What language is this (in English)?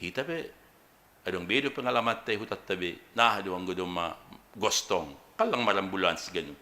Batak Simalungun